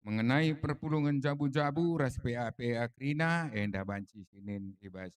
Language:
Batak Karo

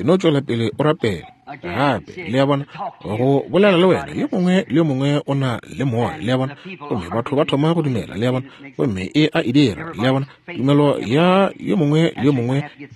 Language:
Northern Sotho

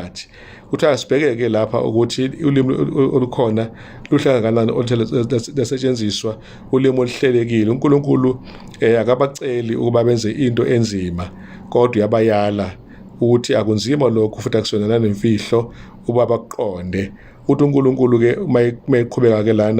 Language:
Zulu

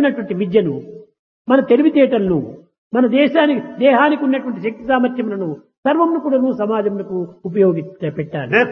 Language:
Telugu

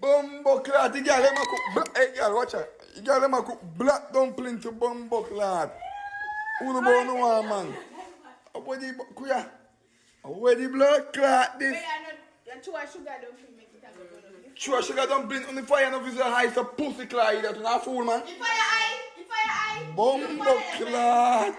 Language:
Jamaican Creole English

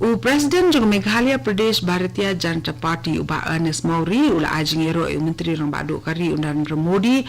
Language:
Khasi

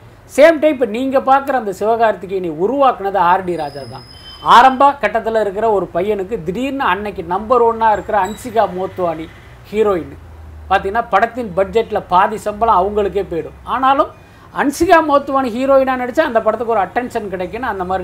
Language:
Tamil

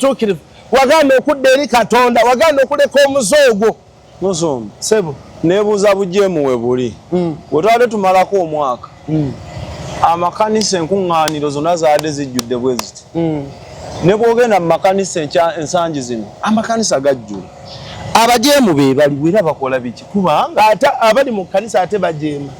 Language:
Ganda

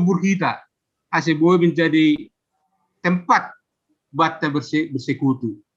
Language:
Batak Simalungun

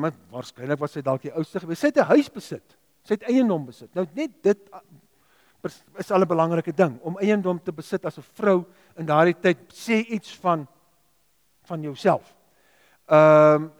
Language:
Afrikaans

